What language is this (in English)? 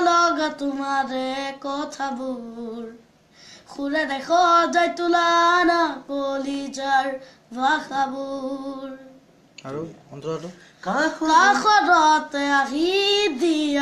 Assamese